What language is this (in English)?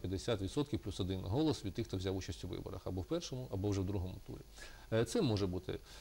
Ukrainian